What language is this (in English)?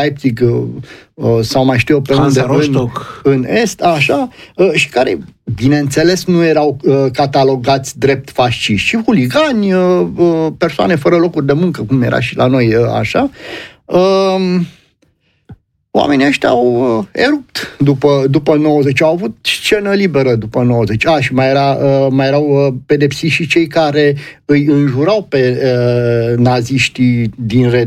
Romanian